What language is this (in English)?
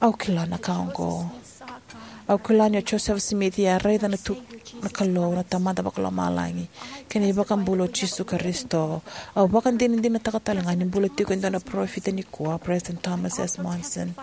Fijian